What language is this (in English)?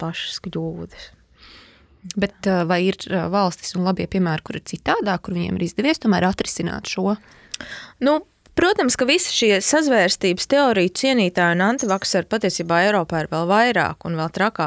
Latvian